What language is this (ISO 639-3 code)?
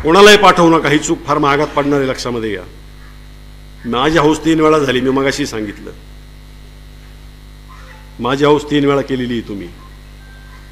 mar